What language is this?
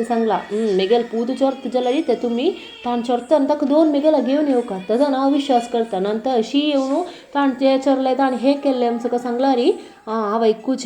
Konkani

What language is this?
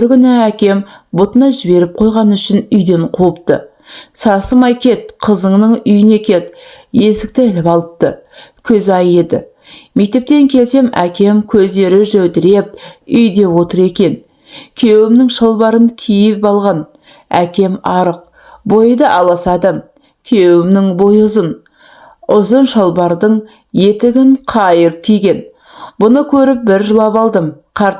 Kazakh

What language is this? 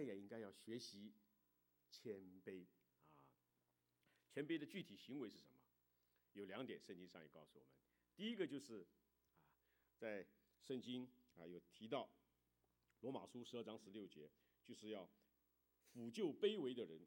Chinese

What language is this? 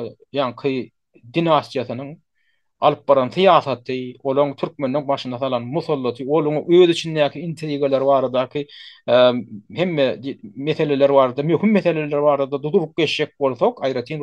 Turkmen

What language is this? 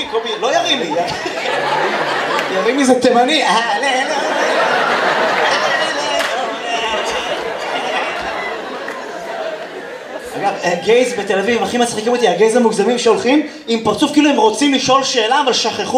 Hebrew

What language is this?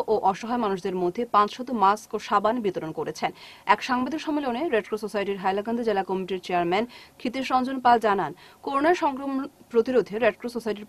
Bangla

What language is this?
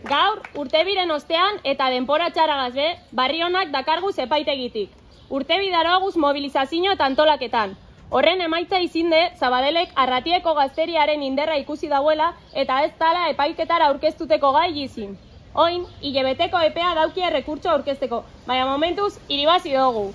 Basque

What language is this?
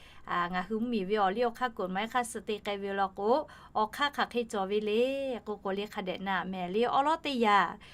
Lahu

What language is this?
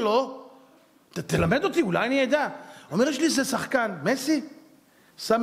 Hebrew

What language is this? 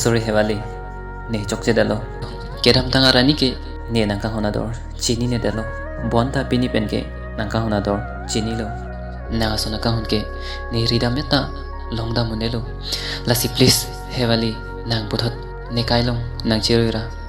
Karbi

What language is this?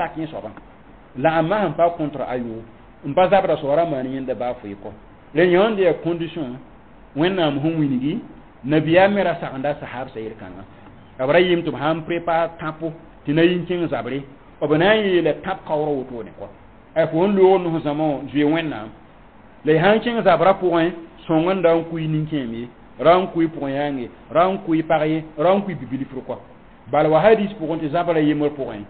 Mossi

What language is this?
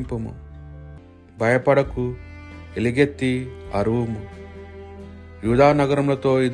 Telugu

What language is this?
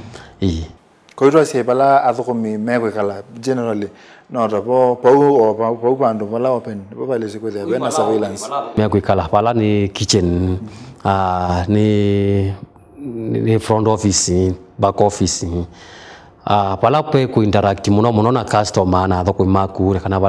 Kamba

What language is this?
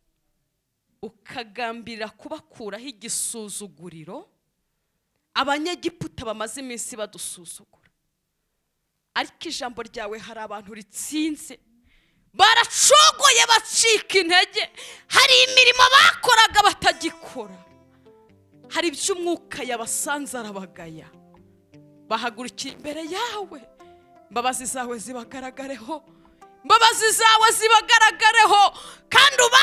Kinyarwanda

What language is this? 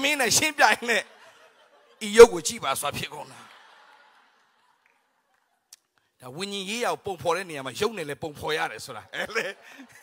Burmese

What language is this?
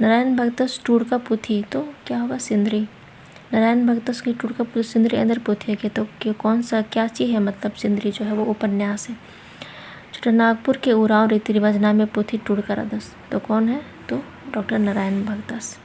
Kurukh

